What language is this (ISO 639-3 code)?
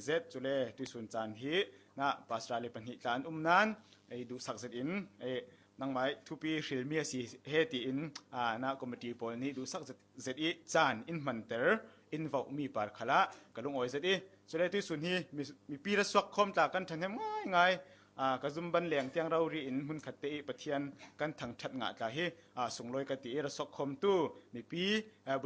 cfm